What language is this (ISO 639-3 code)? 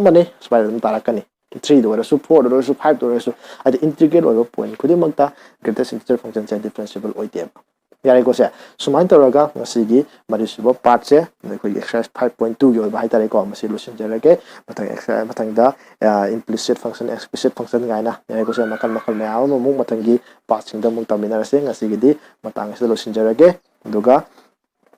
mni